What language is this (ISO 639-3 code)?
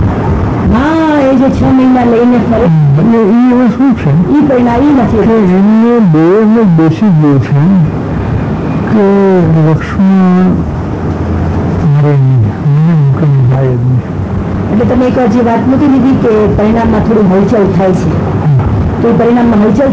guj